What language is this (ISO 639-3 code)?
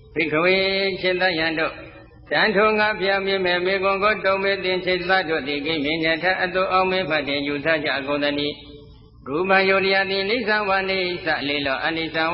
mya